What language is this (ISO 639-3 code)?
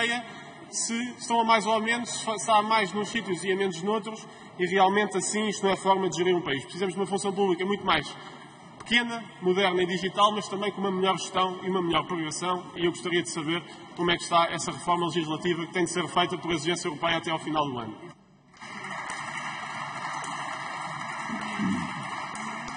por